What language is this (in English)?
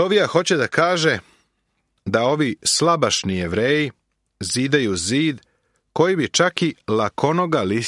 Serbian